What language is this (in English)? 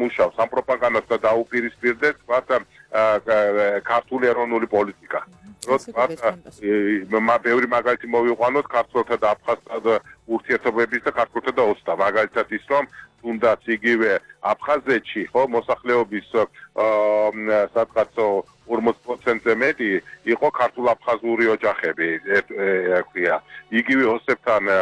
Georgian